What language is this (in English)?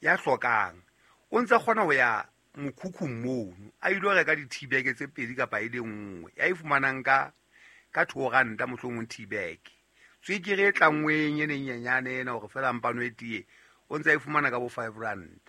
Southern Sotho